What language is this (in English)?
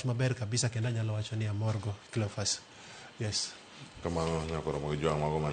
Luo (Kenya and Tanzania)